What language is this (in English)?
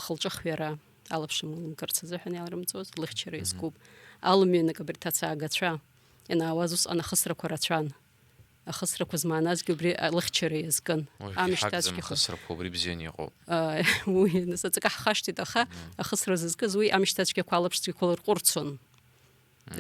Abkhazian